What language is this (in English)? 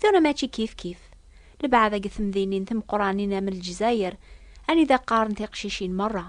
Kabyle